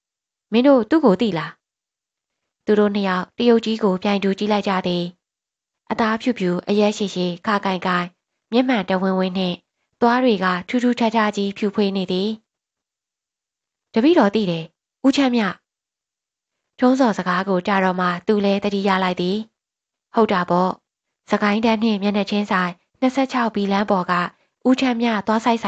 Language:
Burmese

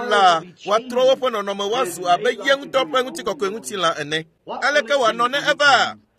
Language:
Ewe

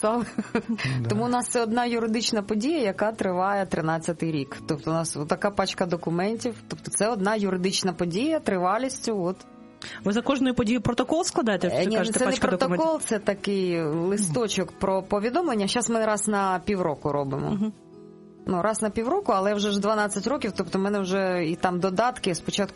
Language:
Ukrainian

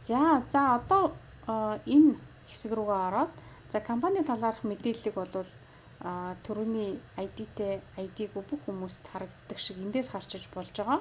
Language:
Mongolian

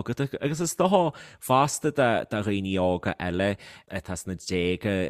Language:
Irish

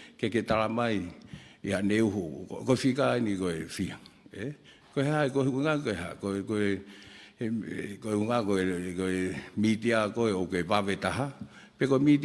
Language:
Tongan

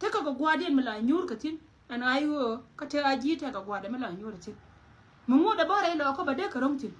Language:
Nuer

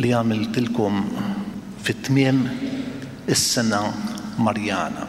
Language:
Maltese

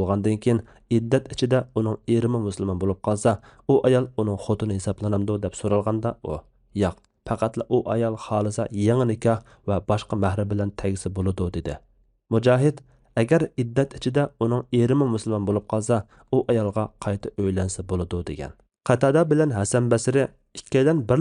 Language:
Uyghur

